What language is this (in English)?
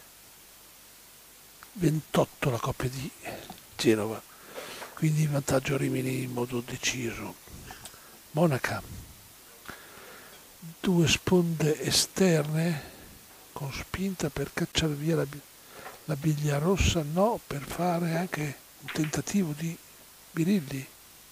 Italian